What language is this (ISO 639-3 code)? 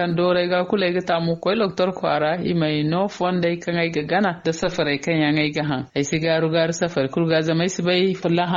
dje